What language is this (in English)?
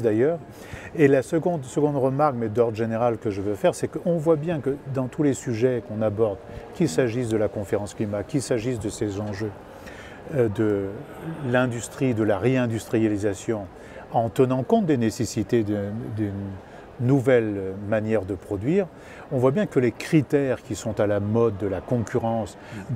French